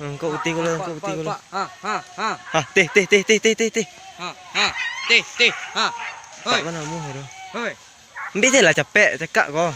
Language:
Minangkabau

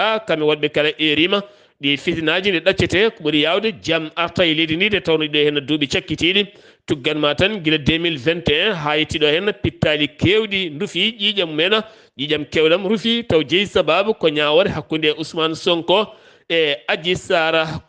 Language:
Fula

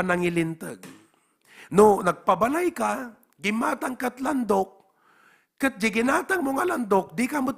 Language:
Iloko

